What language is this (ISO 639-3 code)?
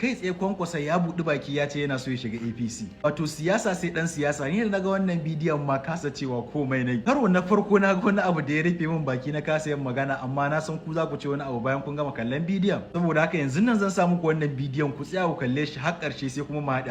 hau